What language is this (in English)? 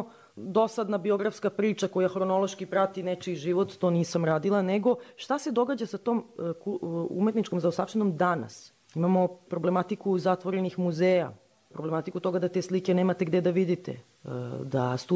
Serbian